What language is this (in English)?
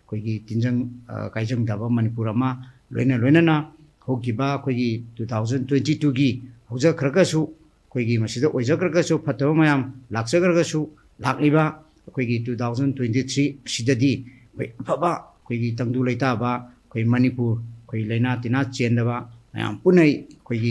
Manipuri